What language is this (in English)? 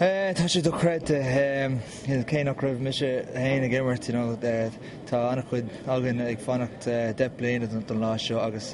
Irish